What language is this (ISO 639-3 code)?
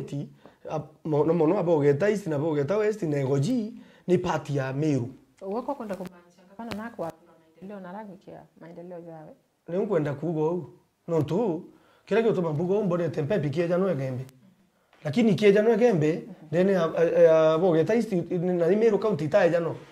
mer